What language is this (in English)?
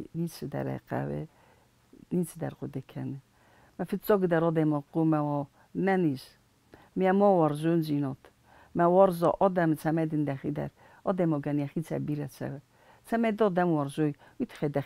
Ossetic